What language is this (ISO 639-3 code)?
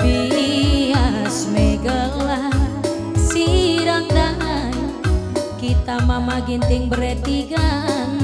btx